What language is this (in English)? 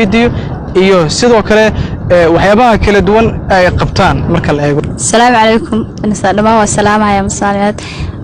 Somali